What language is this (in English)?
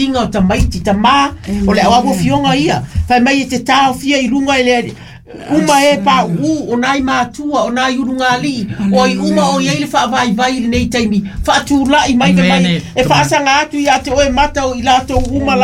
Samoan